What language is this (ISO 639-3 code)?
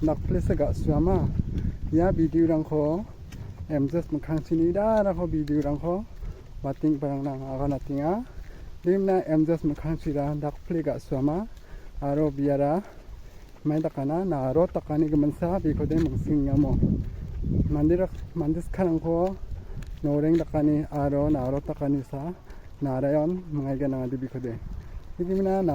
grt